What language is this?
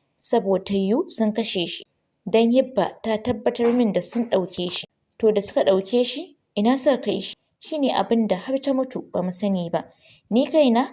Hausa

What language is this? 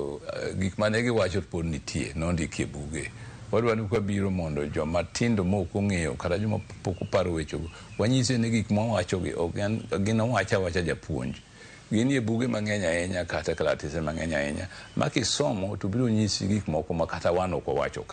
Luo (Kenya and Tanzania)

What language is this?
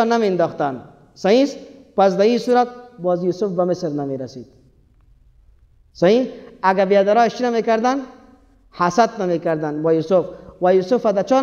Persian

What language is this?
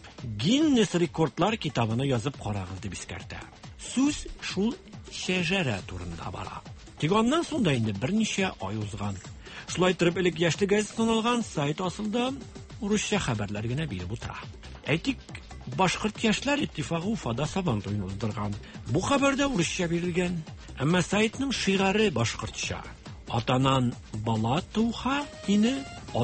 Tatar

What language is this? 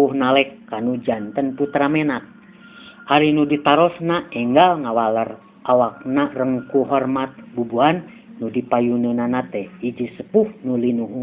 Sundanese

